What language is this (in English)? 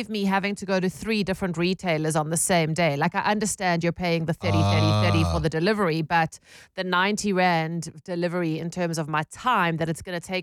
English